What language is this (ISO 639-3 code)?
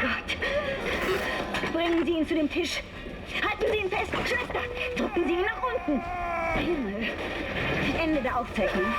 bar